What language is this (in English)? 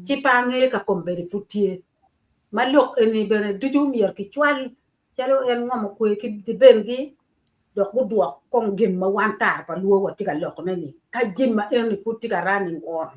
Acoli